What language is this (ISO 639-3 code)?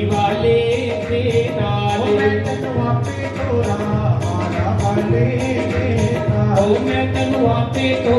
doi